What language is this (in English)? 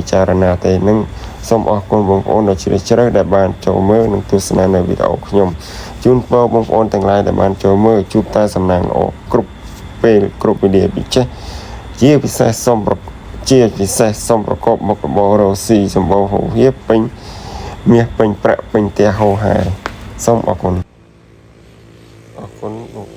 Khmer